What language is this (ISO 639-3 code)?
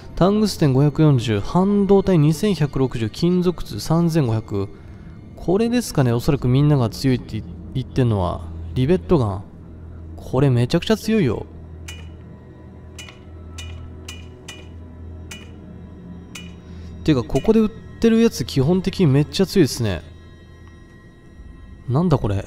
jpn